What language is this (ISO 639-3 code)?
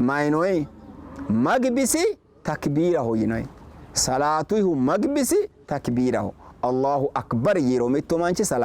sid